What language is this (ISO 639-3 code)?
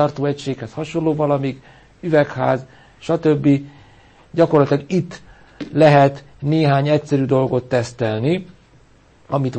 hun